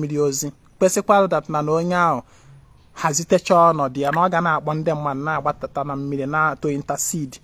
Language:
Igbo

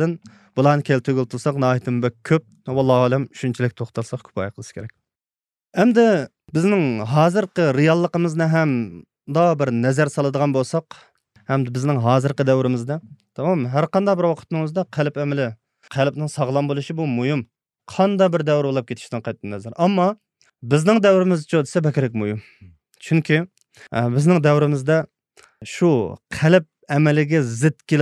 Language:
Uyghur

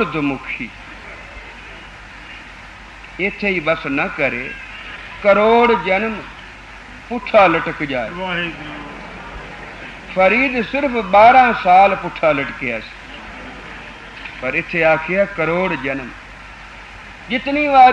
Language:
Punjabi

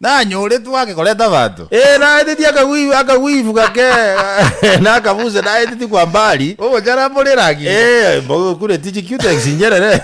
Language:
Gusii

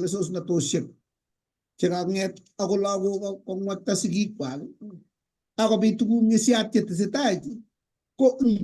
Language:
Kalenjin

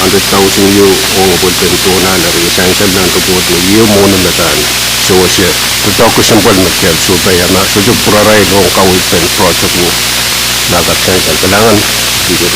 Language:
Pohnpeian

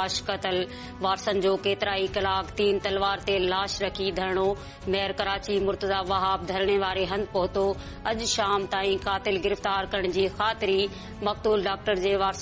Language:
Sindhi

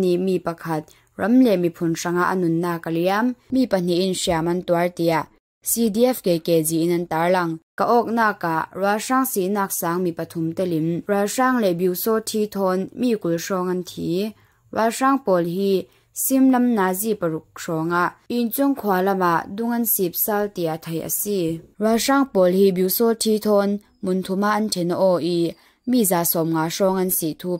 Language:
Falam Chin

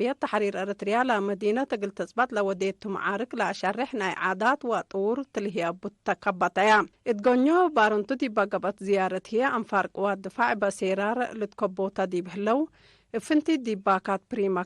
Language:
Tigre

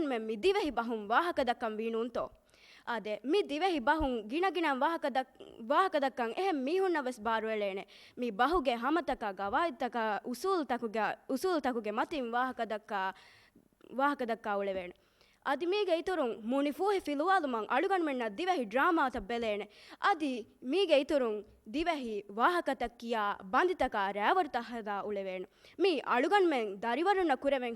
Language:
Divehi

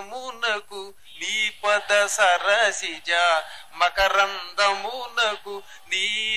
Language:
Telugu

